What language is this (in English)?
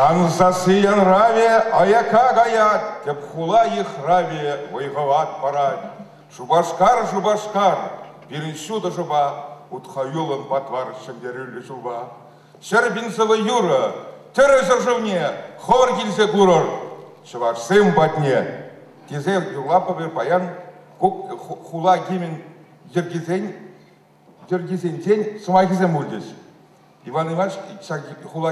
Chuvash